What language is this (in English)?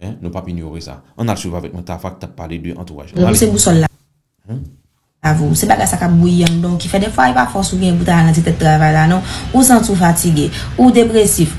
Haitian Creole